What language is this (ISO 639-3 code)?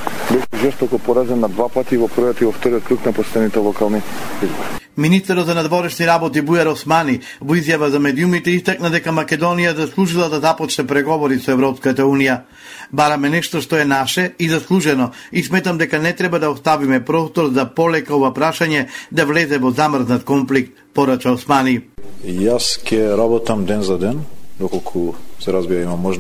mkd